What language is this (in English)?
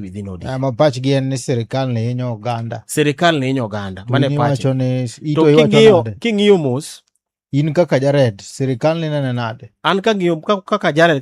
Luo (Kenya and Tanzania)